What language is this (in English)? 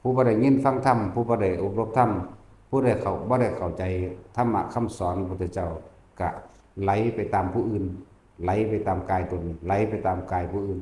Northeastern Thai